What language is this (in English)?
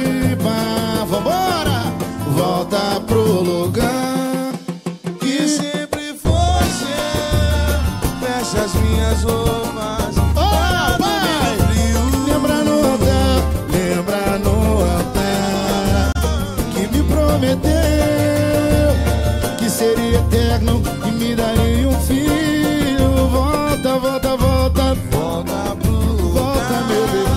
Portuguese